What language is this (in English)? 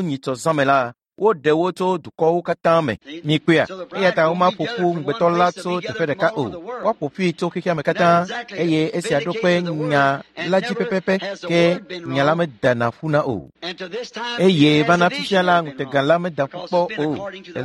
Ewe